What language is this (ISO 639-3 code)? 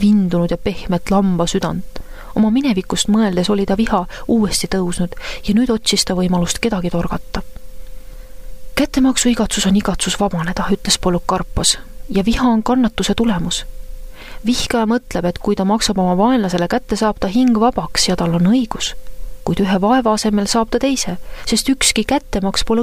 est